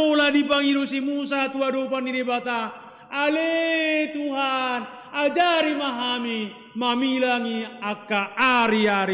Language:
Batak Toba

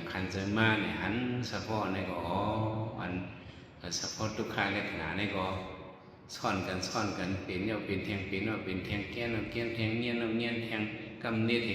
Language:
Shan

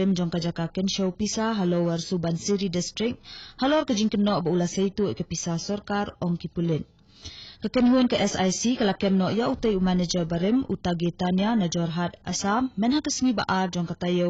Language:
Khasi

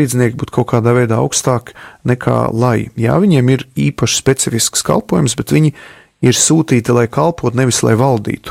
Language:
Latvian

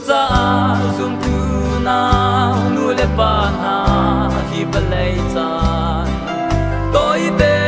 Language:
Hakha Chin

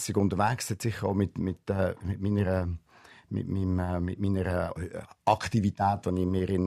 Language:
Swiss German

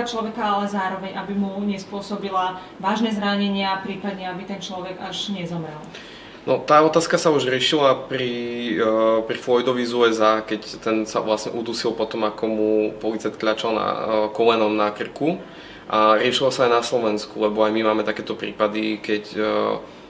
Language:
Slovak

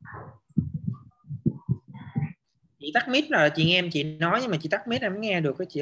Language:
Vietnamese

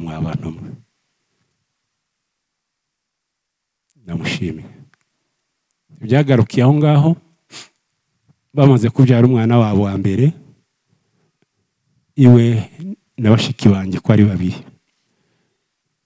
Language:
Kinyarwanda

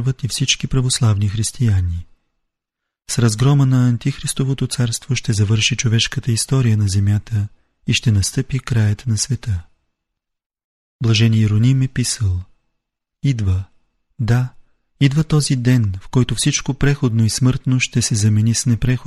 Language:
Bulgarian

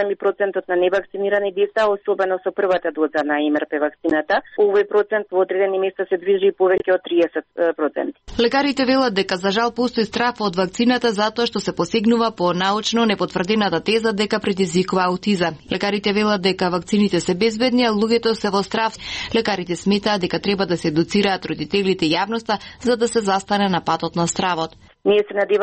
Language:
Macedonian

